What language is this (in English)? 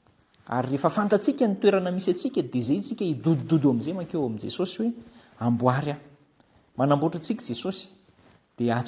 Malagasy